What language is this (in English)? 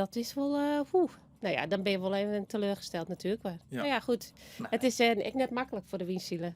Western Frisian